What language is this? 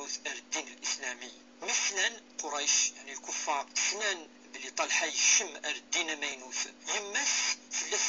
Kabyle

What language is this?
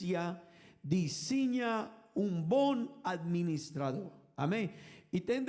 Papiamento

